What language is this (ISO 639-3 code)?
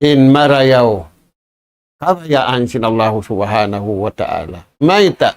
tsg